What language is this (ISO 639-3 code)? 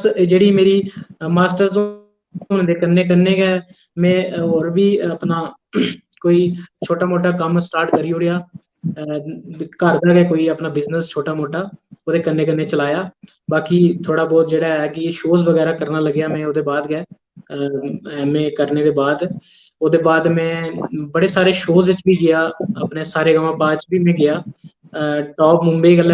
doi